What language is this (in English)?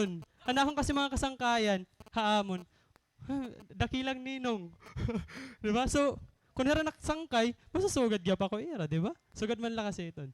Waray